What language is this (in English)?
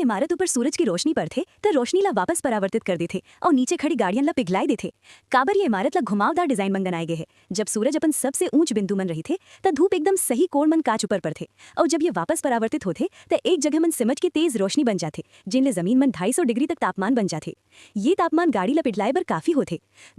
Chhattisgarhi